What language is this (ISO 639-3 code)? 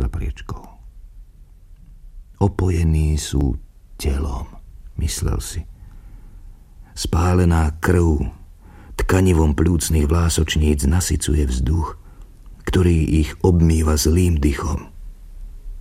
slk